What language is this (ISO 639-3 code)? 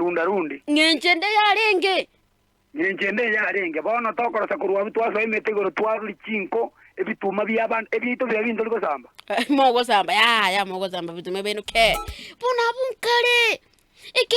guz